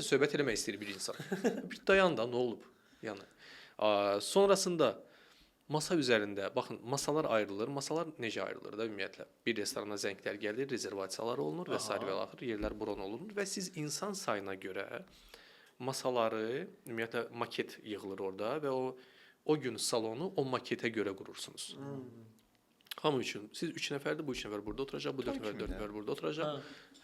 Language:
Azerbaijani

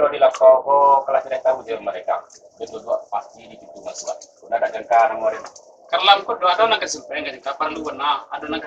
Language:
Minangkabau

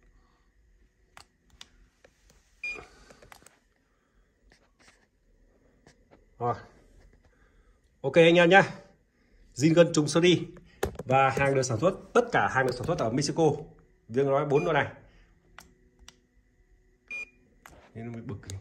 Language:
Vietnamese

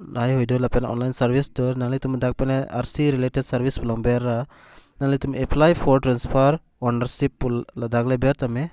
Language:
Karbi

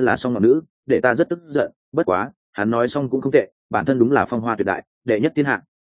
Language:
Vietnamese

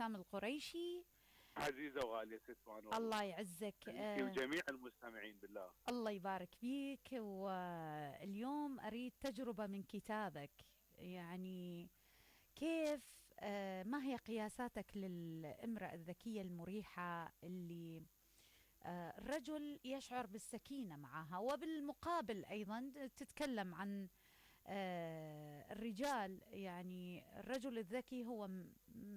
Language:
Mesopotamian Arabic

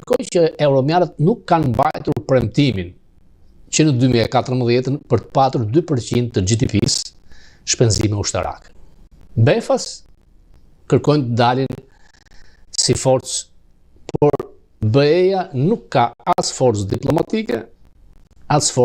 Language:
Albanian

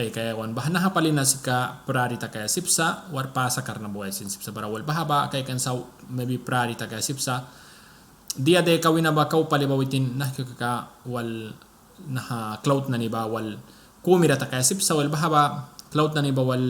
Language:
Mískito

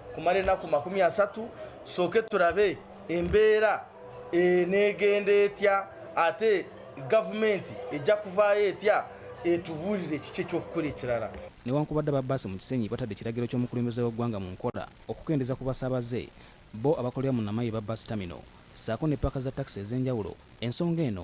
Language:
Ganda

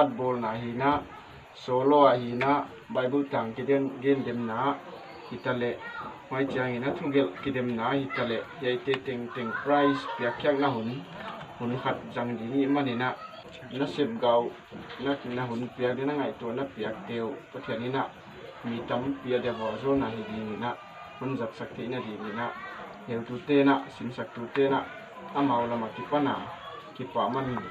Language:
Paite Chin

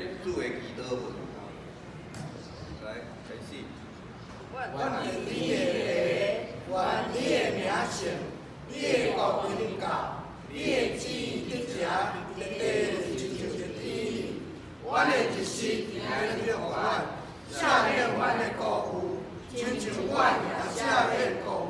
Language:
Min Nan Chinese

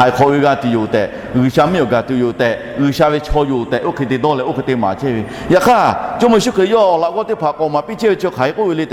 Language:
Lahu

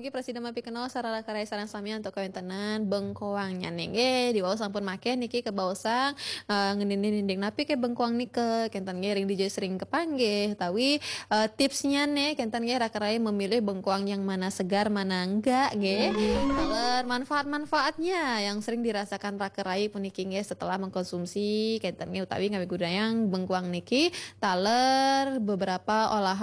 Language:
Balinese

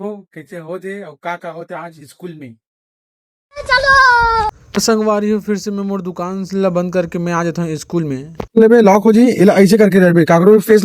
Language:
Chhattisgarhi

